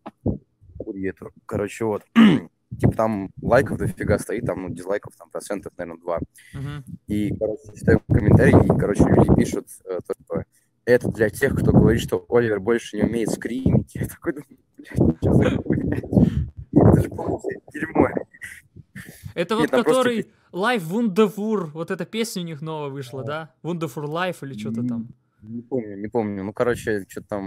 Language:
Russian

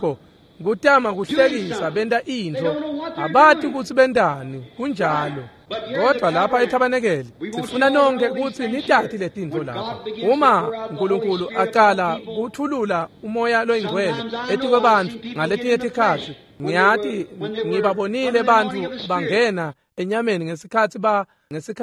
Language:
Swati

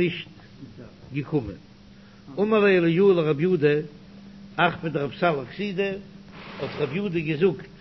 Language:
Yiddish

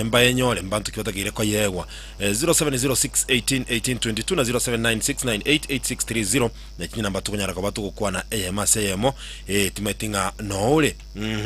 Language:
Gusii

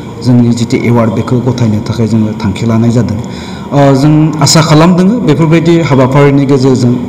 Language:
Bodo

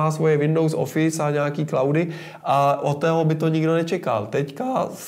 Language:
Czech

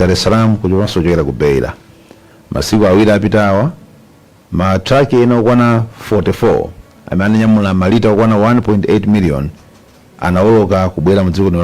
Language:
Nyanja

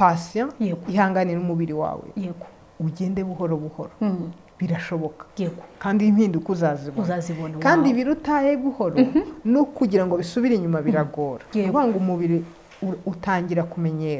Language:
Kinyarwanda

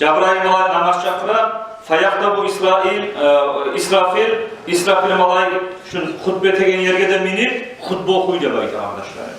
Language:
Kumyk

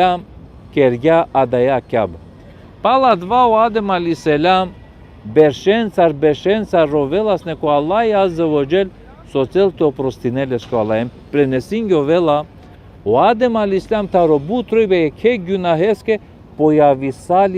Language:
Balkan Romani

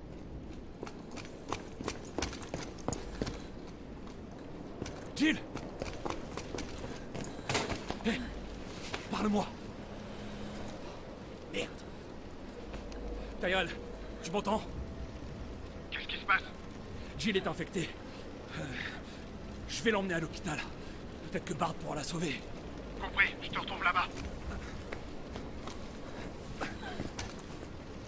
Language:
French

